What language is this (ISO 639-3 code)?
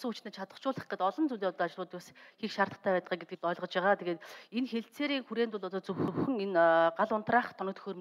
mon